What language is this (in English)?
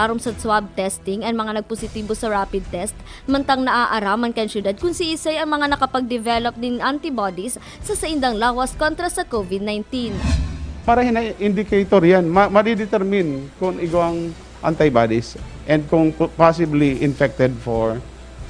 Bikol